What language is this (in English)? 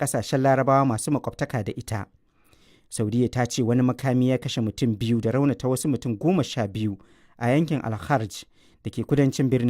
Hausa